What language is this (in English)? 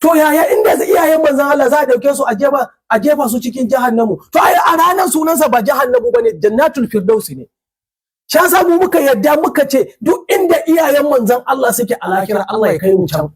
Hausa